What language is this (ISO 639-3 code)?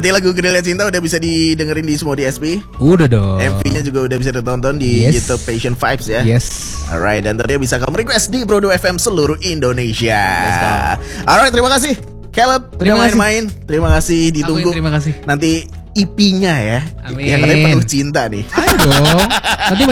ind